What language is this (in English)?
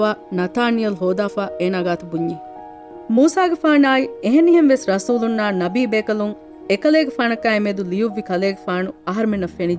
Divehi